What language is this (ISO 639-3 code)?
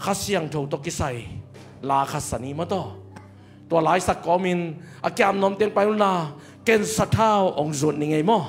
ctd